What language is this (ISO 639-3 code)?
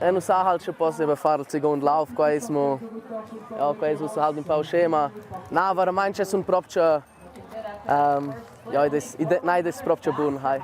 roh